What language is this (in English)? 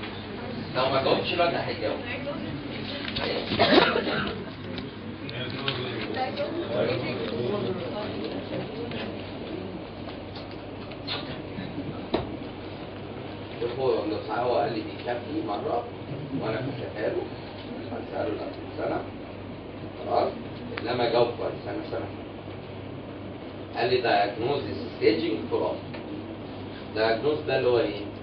Egyptian Arabic